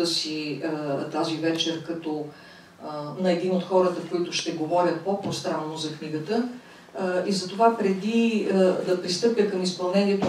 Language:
Bulgarian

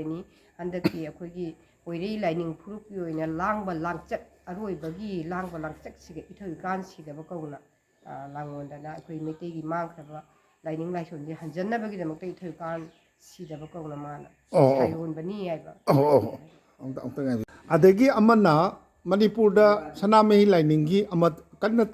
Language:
Manipuri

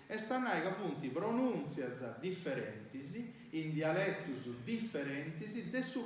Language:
Sardinian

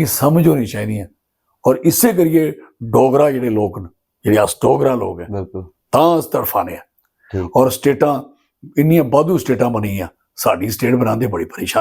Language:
Dogri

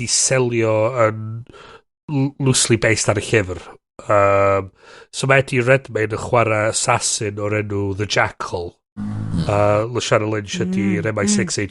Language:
Welsh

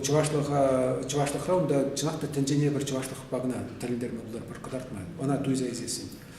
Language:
Chuvash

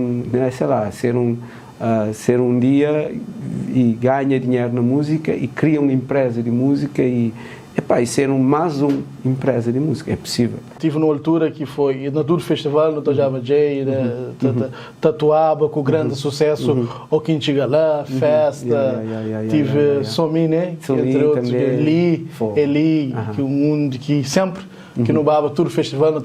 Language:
Kabuverdianu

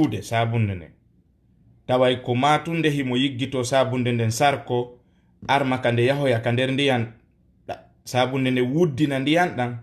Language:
Fula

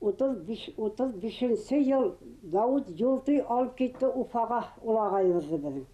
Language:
Bashkir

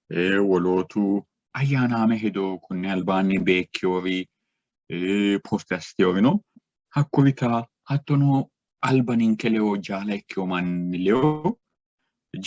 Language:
Sidamo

